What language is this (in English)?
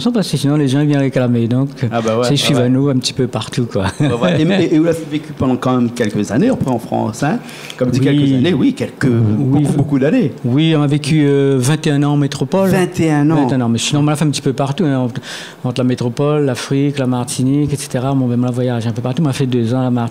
Réunion Creole French